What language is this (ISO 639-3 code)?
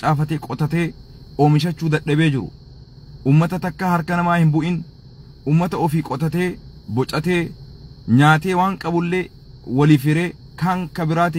orm